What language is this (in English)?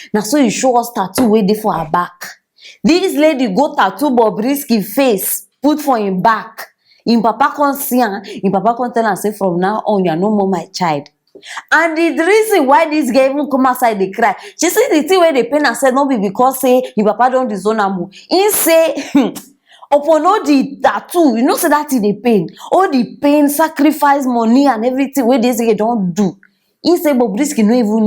Nigerian Pidgin